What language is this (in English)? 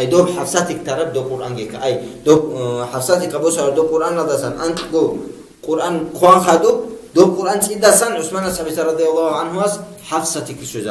Avaric